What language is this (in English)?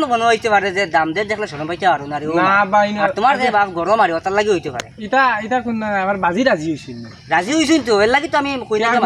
Sylheti